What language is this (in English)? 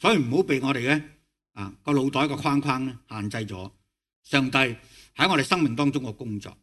Cantonese